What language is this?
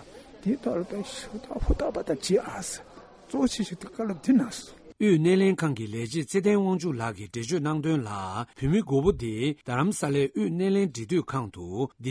Tibetan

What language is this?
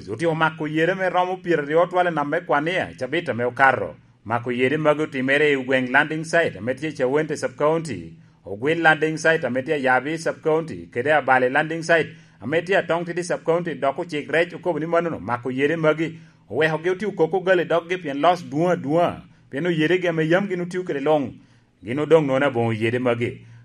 Lango (Uganda)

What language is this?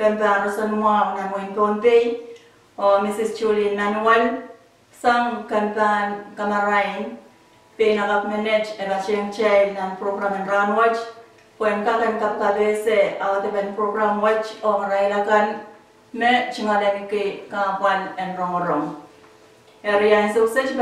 Pohnpeian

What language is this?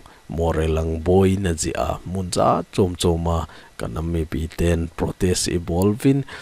Thado Chin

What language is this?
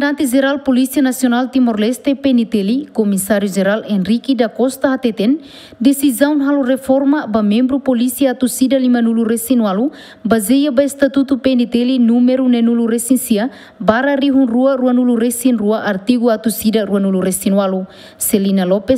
Tetum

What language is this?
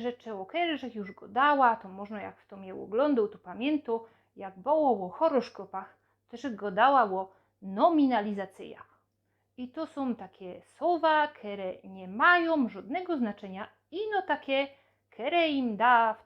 Silesian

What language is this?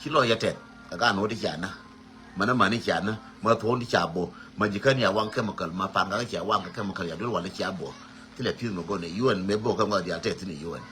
Nuer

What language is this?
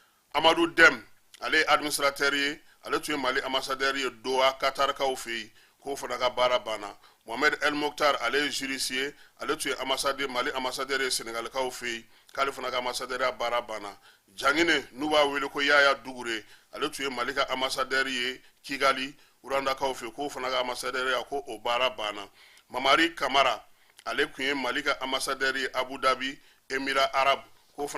Bambara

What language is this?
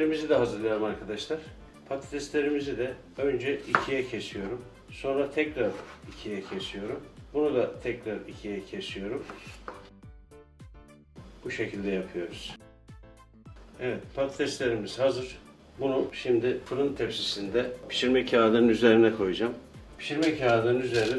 Turkish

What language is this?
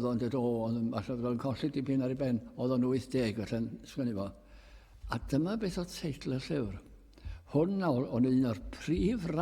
Welsh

